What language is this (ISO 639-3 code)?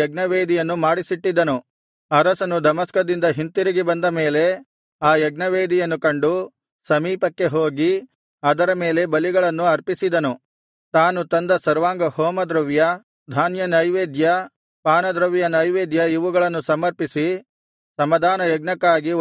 kan